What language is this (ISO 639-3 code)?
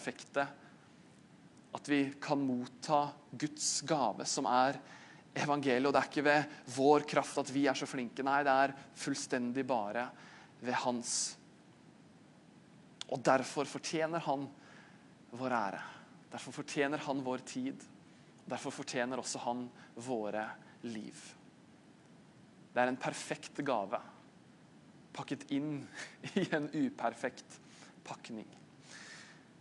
nor